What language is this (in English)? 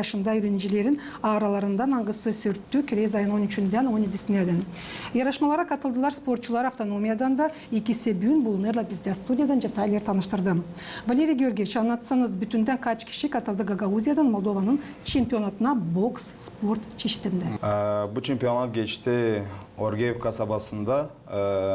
Gagauz